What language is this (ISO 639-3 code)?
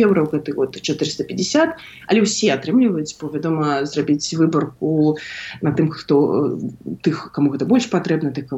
bel